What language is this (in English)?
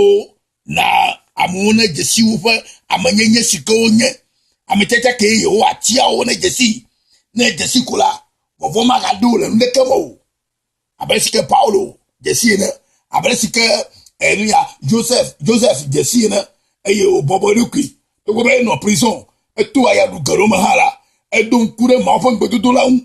Ewe